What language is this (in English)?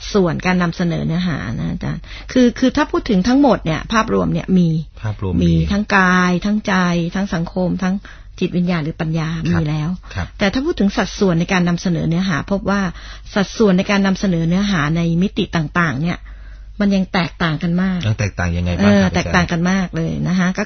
Thai